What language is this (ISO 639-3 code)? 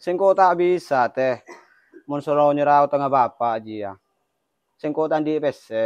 mad